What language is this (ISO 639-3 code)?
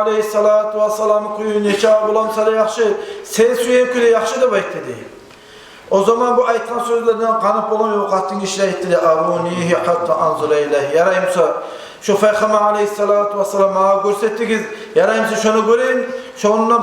kum